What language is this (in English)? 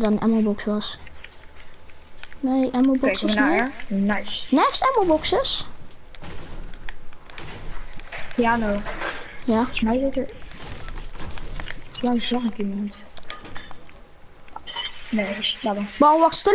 Dutch